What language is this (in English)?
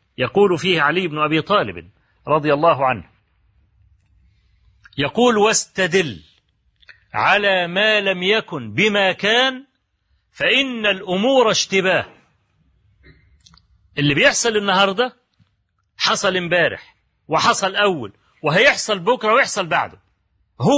Arabic